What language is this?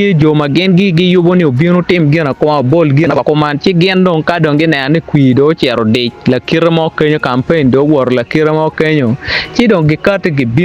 Acoli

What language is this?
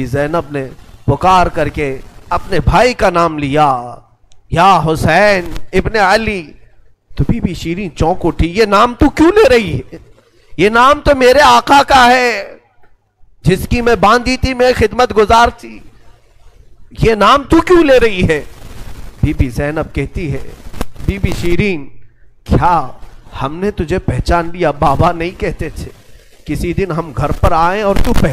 Urdu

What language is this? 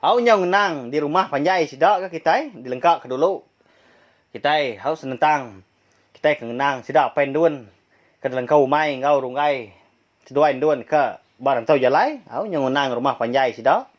Iban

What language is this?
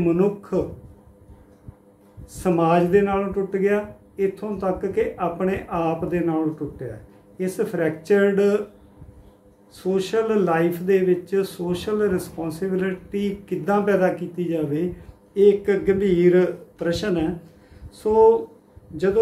Punjabi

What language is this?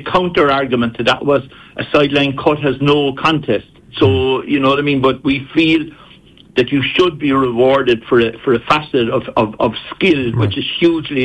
English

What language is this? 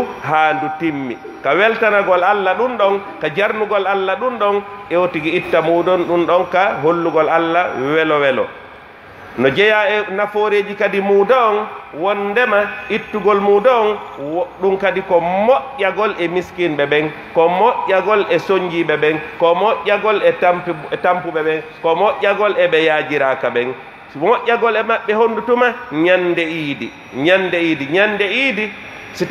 Pular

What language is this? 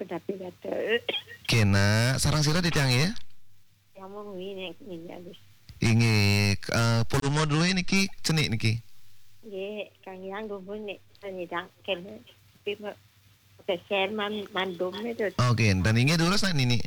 Balinese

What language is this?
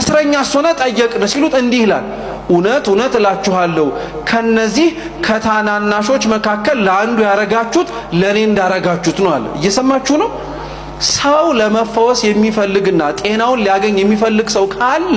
Amharic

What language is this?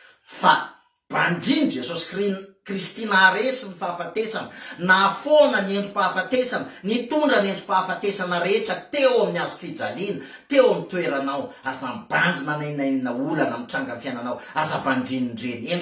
Malagasy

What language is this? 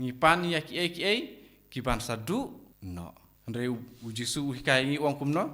Khasi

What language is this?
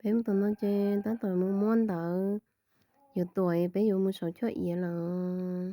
Hmong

